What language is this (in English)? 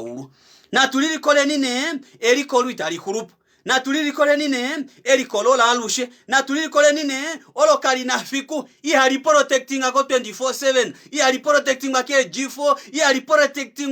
Kuanyama